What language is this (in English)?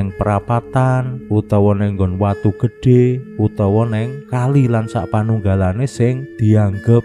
Javanese